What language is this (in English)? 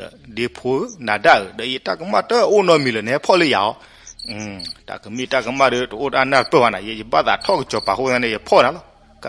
S'gaw Karen